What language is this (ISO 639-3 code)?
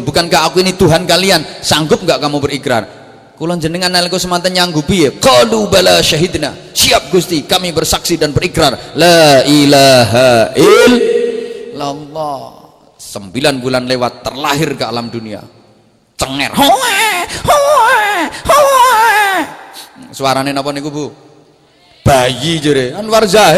jav